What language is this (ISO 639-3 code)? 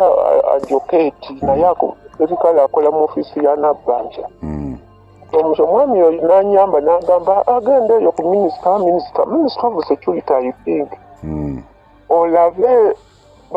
lug